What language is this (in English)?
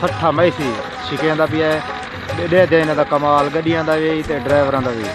Saraiki